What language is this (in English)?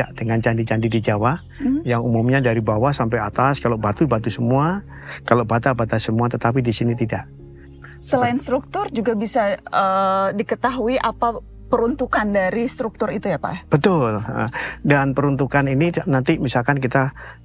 Indonesian